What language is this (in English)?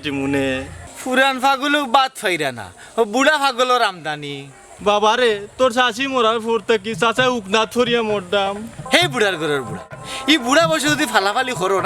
Sylheti